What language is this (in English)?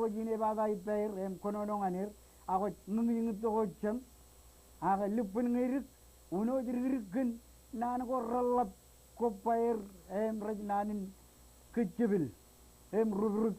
Marshallese